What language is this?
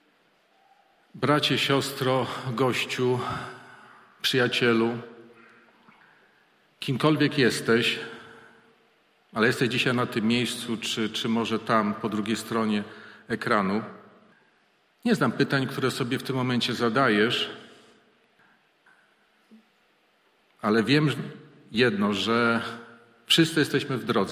Polish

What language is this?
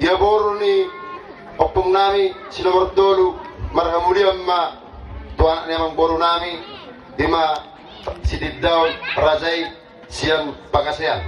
Batak Toba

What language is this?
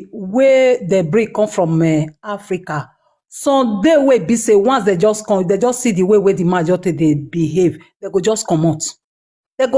Nigerian Pidgin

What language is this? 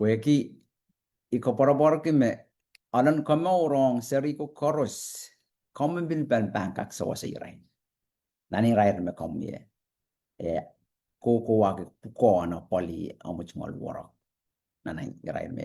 Pohnpeian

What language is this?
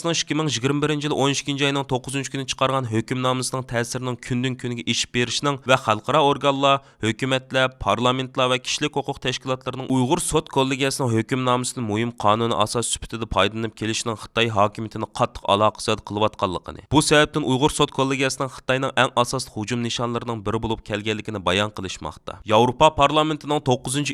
Uyghur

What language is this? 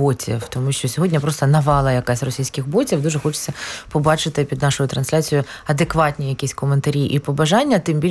Ukrainian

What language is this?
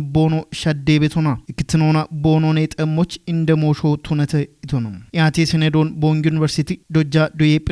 Kafa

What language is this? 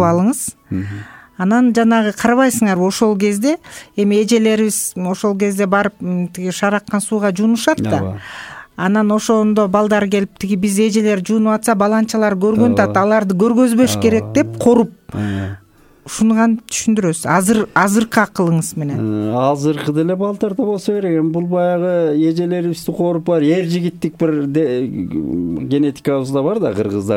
Kyrgyz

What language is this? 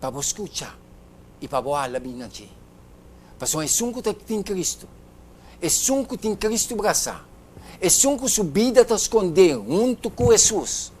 Papiamento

